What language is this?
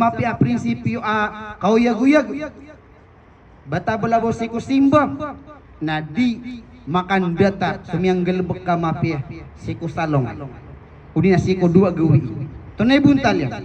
Maranao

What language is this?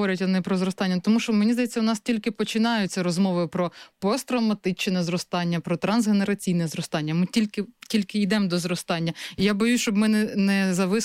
Ukrainian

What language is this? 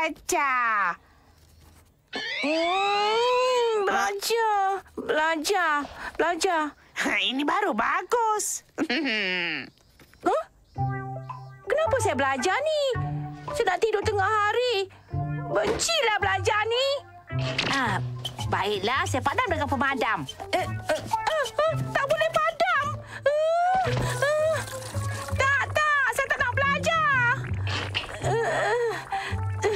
Malay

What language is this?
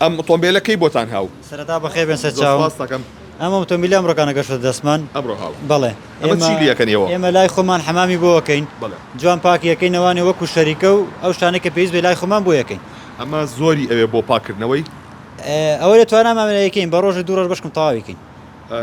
Central Kurdish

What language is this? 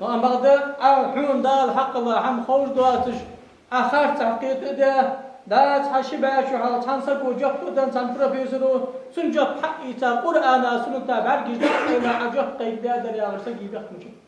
Ingush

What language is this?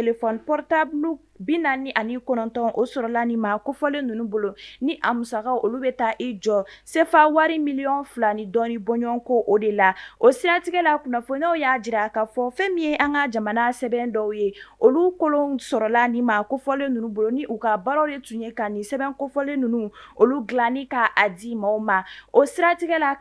Bambara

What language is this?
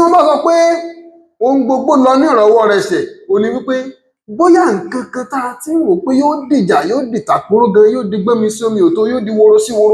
Yoruba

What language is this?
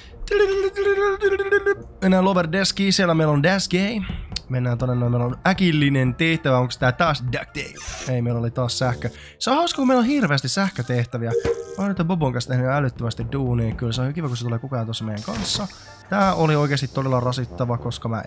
Finnish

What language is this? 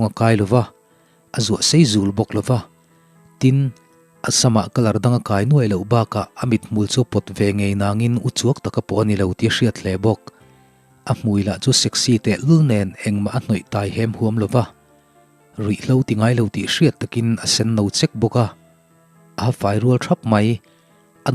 Mizo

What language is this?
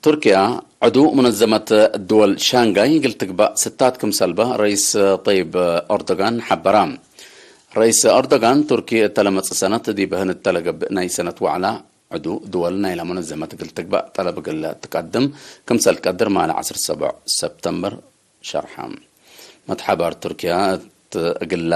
Tigre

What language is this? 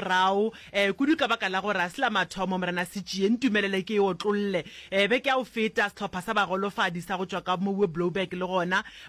Northern Sotho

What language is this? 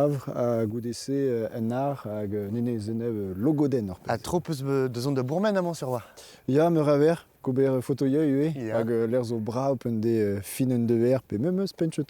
Breton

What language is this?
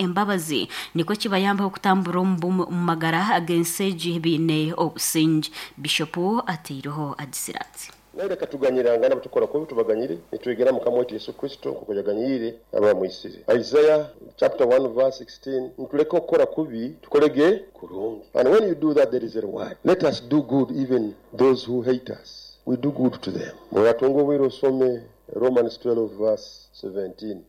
Nyankole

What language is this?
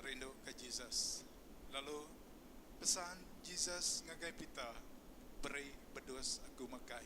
Iban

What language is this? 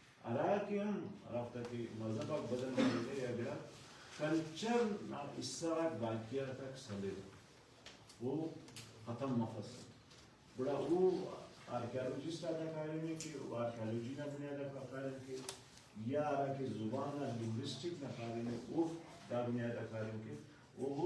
Brahui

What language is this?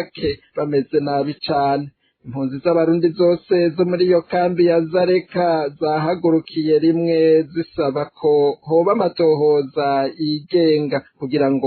Rundi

